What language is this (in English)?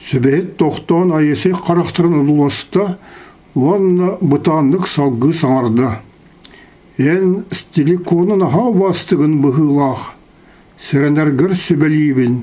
Yakut